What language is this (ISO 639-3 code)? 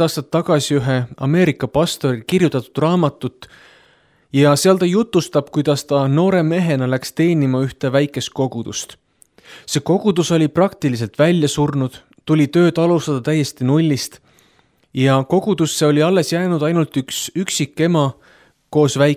est